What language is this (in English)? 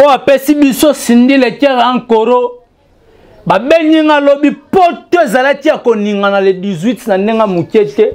Lingala